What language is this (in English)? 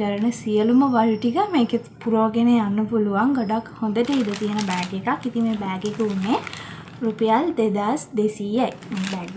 Sinhala